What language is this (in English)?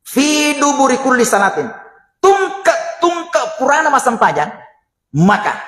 Buginese